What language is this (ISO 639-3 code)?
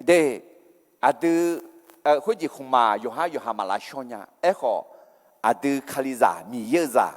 ahk